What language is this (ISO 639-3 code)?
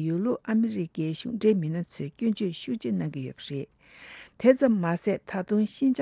bod